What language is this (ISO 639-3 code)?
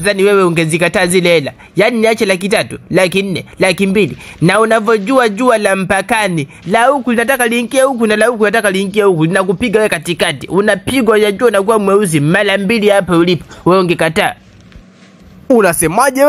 swa